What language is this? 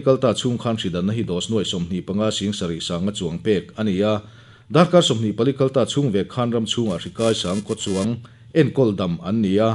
Mizo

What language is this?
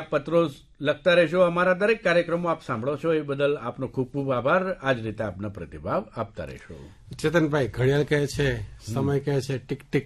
Gujarati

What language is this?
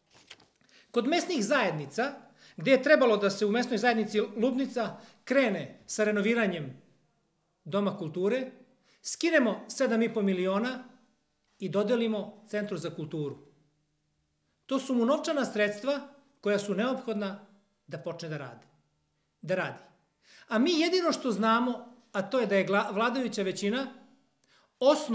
Serbian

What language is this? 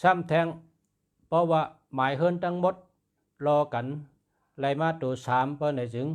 Shan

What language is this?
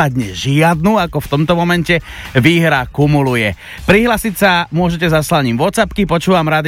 Slovak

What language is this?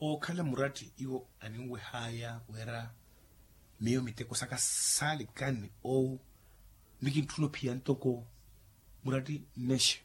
Makhuwa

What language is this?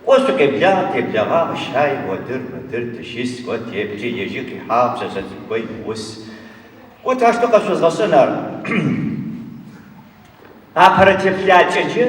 Adyghe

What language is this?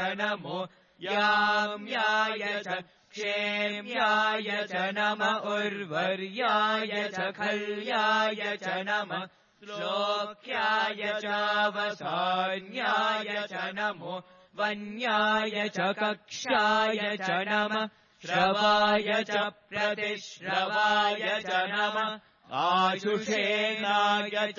Sanskrit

